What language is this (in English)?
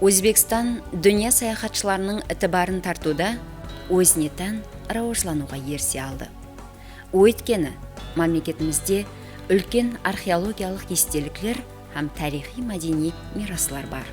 Kara-Kalpak